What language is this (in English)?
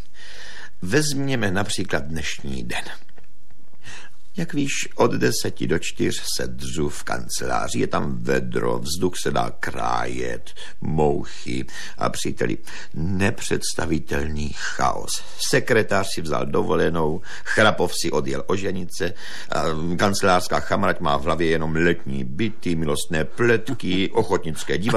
Czech